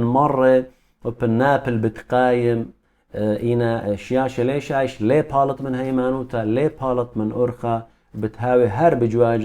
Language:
Assyrian Neo-Aramaic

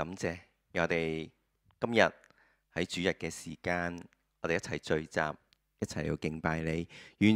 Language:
Cantonese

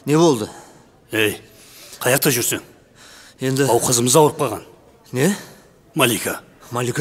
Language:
Kara-Kalpak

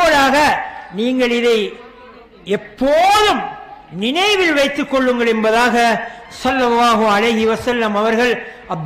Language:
Tamil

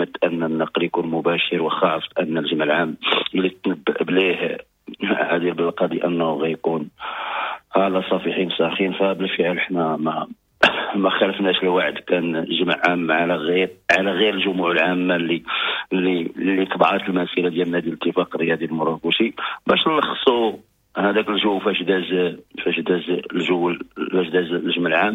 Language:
Moroccan Arabic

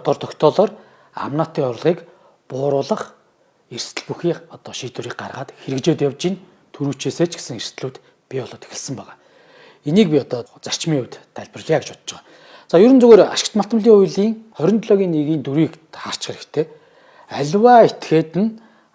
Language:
Mongolian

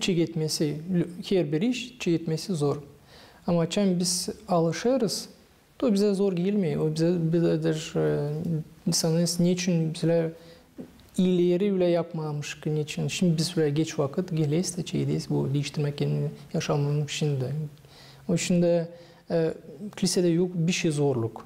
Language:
Gagauz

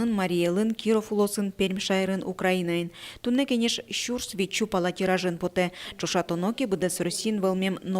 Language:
Udmurt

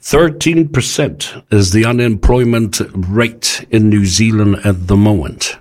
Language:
Samoan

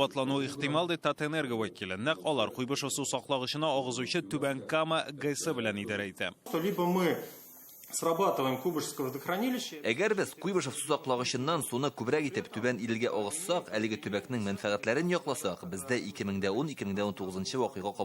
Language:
Tatar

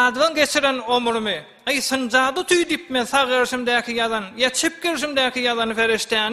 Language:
Turkmen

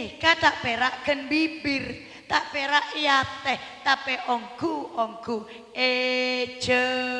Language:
Madurese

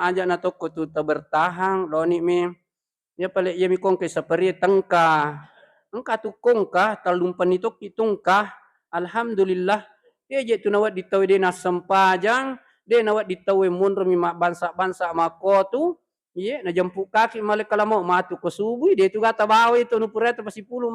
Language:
Buginese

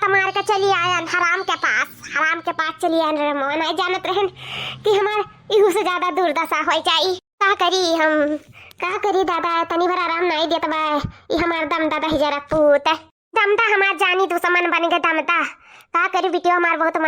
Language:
Awadhi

